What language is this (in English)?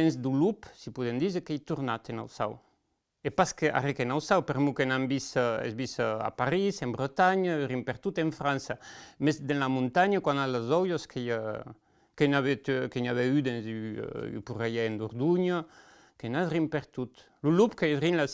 Occitan